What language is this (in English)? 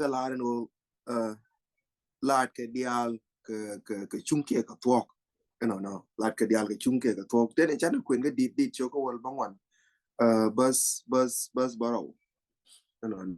Nuer